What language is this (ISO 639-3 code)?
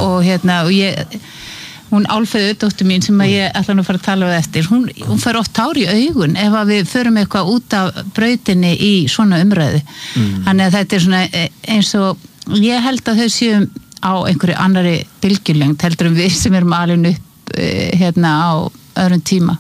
isl